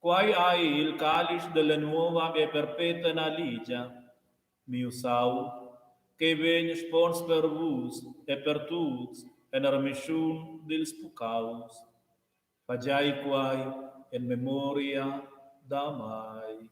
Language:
Romansh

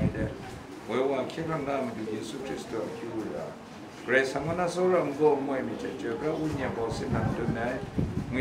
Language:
Kachin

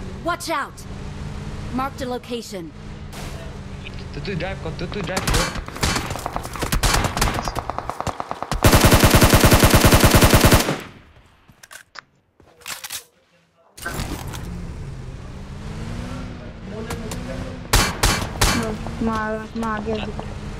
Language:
Bangla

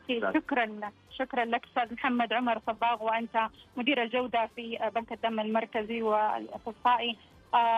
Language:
Arabic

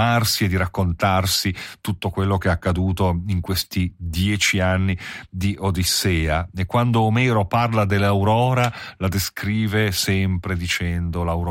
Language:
Italian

